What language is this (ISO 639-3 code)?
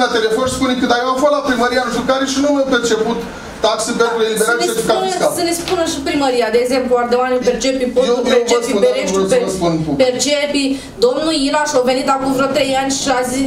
ron